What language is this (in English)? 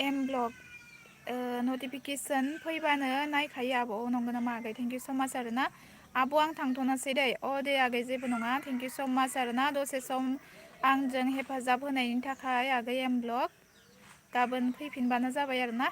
Bodo